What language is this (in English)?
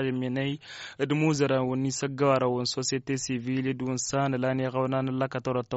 Tamasheq